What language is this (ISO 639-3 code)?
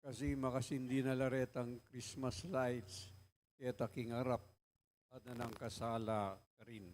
pam